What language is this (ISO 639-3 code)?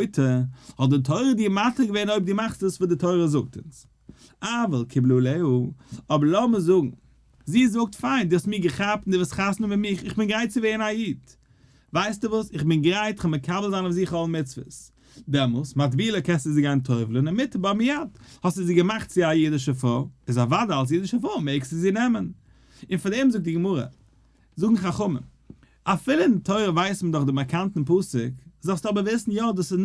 yid